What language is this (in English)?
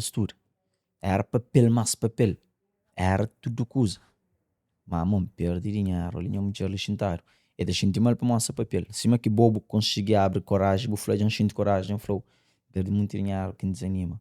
Kabuverdianu